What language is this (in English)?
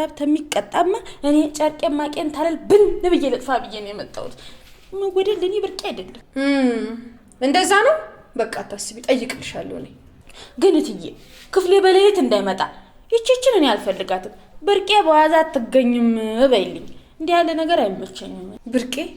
Amharic